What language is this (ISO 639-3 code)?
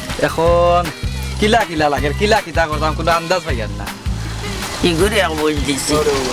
syl